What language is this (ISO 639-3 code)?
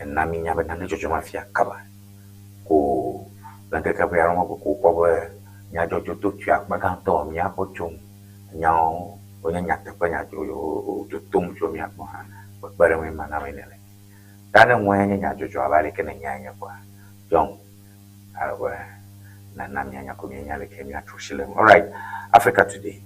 ewe